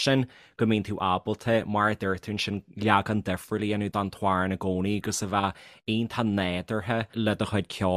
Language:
Irish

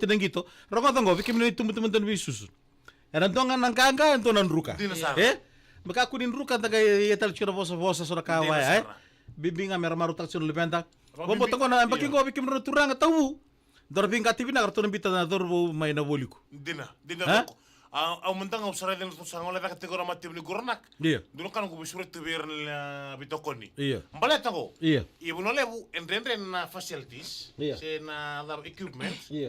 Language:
Fijian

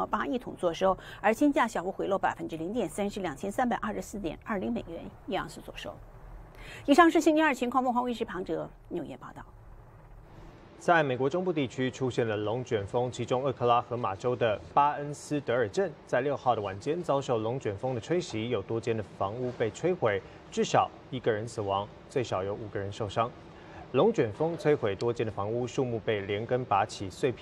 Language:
Chinese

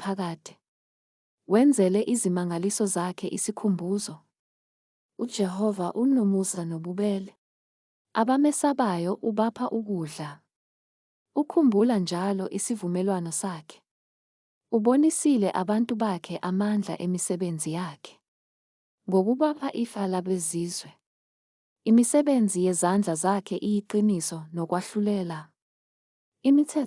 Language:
Zulu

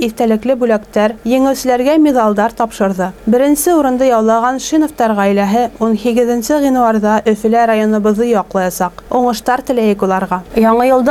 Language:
Bashkir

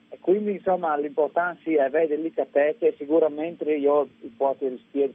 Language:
Friulian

